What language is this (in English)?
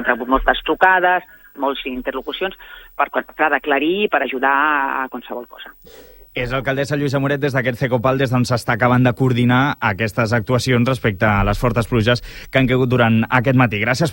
Catalan